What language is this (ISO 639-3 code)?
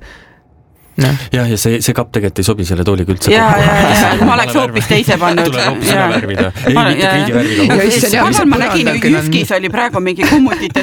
est